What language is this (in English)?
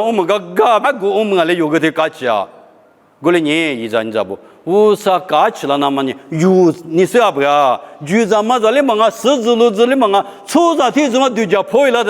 Lisu